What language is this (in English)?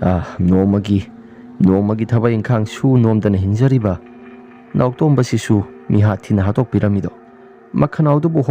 Manipuri